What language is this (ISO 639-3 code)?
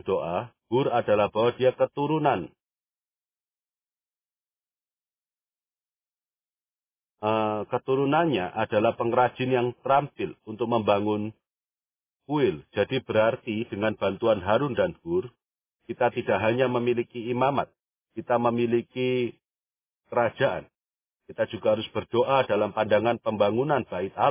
ind